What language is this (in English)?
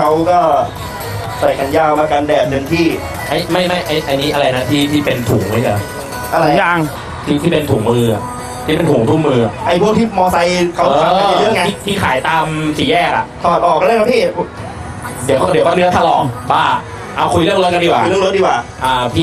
Thai